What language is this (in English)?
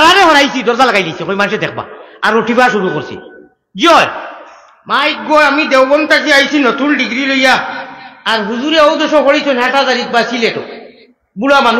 Sylheti